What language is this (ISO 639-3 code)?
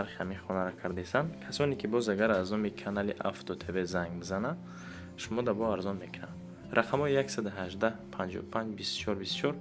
tgk